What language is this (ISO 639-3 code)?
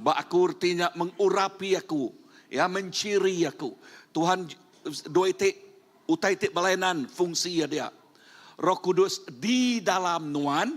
iba